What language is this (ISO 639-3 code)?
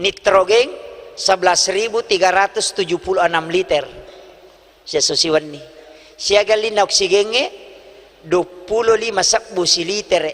bug